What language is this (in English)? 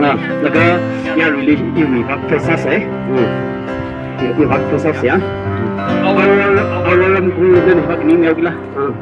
Tangkhul Naga (India)